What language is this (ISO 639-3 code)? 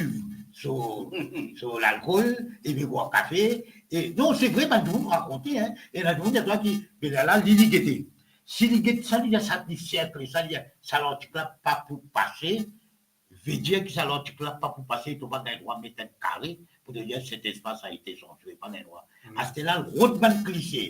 mfe